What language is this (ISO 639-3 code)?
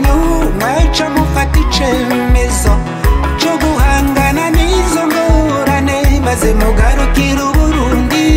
run